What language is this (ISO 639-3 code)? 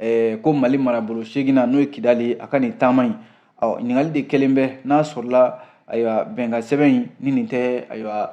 bam